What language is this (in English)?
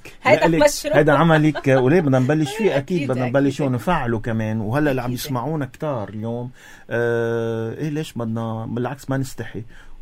North Levantine Arabic